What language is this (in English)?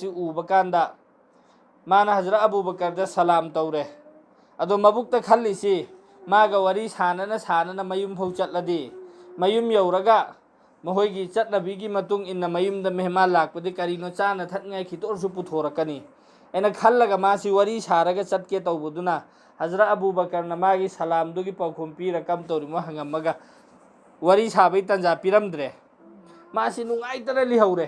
Manipuri